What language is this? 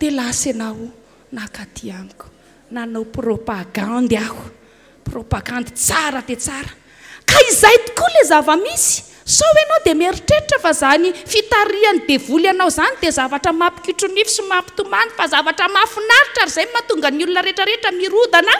Malagasy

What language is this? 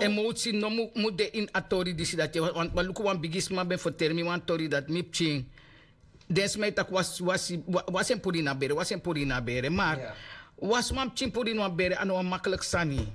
Sranan Tongo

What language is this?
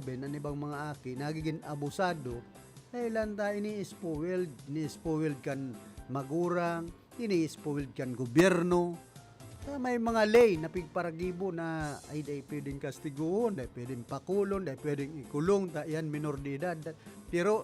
Bikol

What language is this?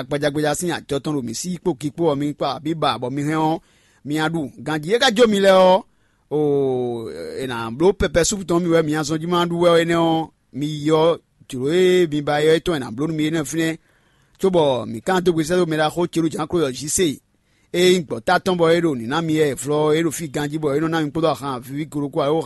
Fon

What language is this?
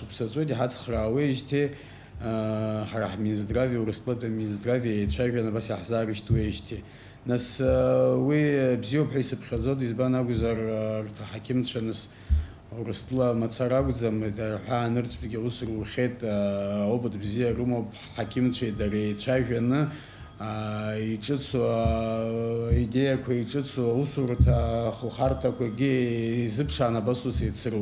Abkhazian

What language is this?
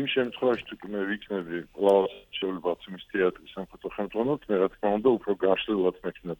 Georgian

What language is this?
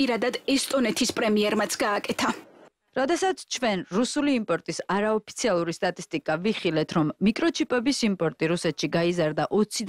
Georgian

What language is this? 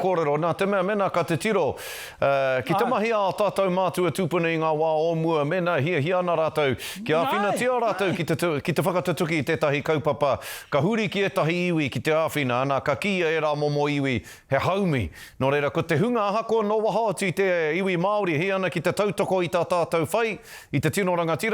Māori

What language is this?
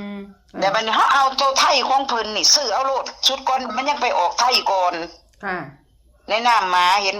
Northeastern Thai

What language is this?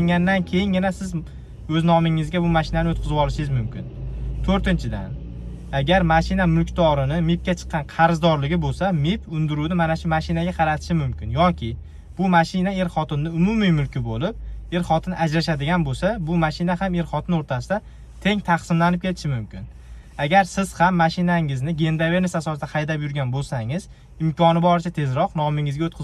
Uzbek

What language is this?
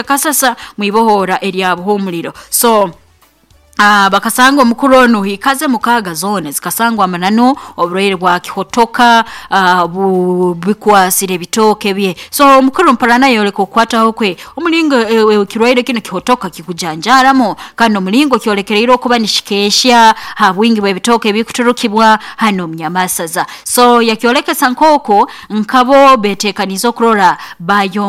Nyoro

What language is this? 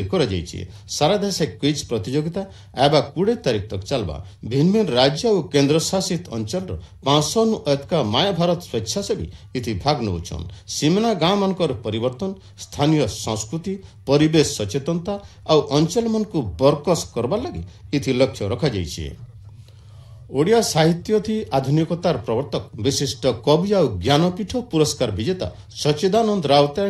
Odia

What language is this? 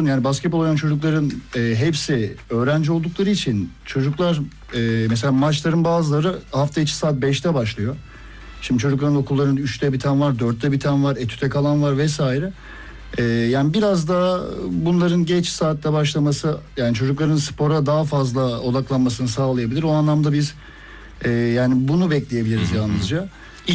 Turkish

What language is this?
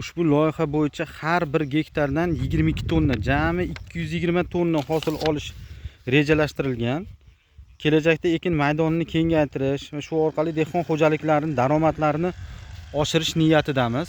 Uzbek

